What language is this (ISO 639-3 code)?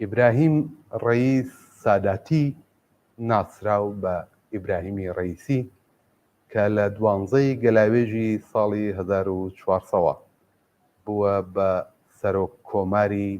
ckb